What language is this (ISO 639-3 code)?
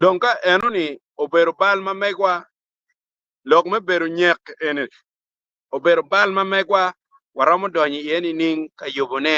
ach